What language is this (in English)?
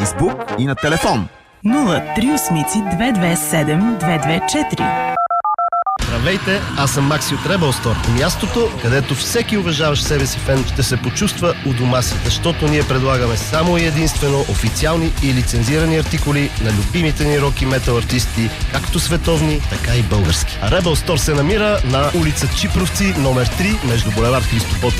Bulgarian